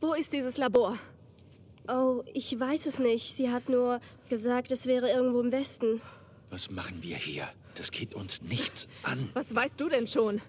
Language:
Bavarian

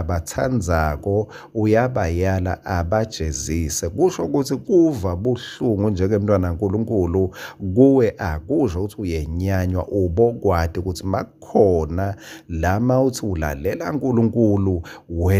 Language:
Swati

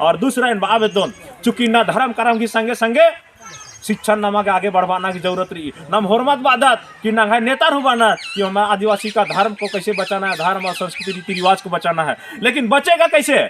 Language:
Kurukh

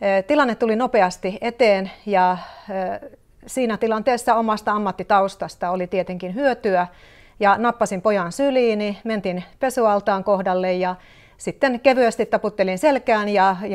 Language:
Finnish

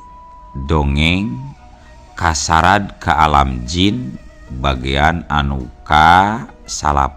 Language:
Sundanese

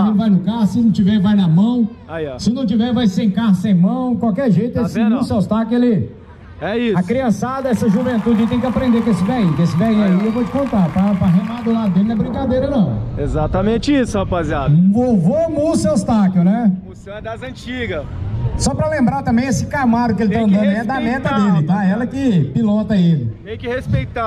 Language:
Portuguese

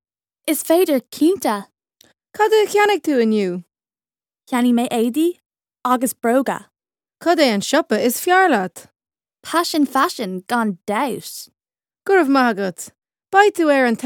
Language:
Irish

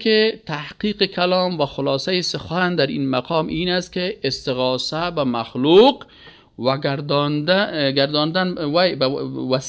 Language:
Persian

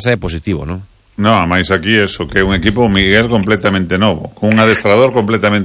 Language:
Galician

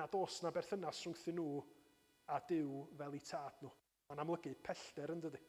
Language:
Welsh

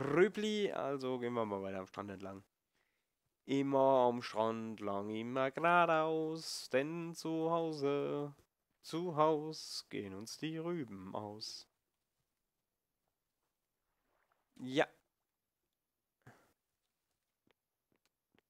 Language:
German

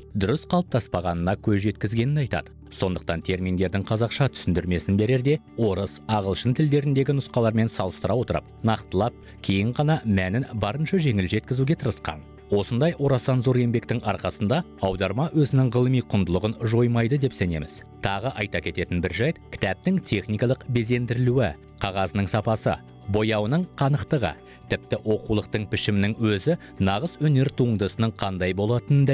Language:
Kazakh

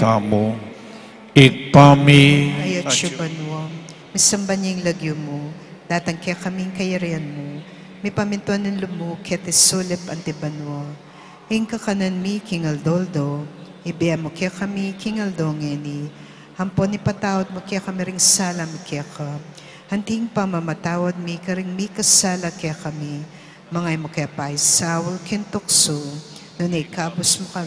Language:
Pampanga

